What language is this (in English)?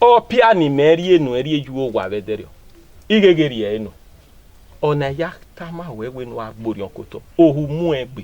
Bini